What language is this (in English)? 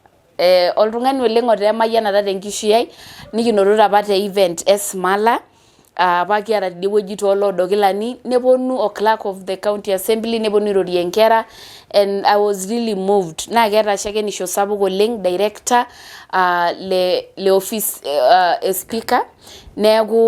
Masai